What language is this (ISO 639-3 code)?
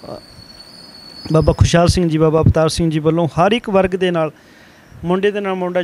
pan